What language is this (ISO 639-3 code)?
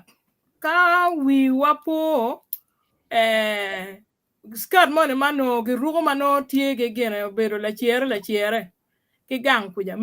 ach